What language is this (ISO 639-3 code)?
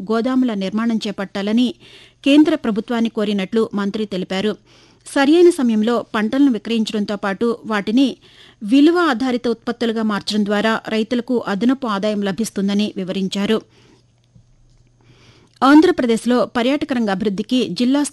tel